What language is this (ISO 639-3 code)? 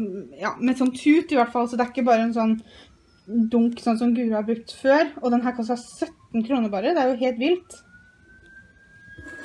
nor